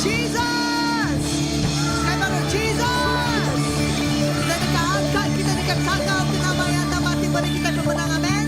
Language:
Iban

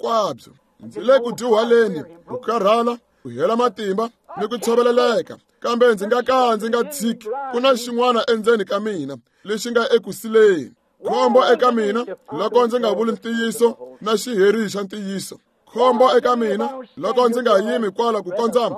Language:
Tsonga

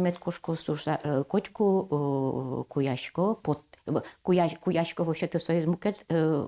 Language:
Udmurt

